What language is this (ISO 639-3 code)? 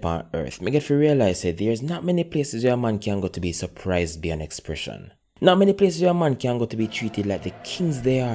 jam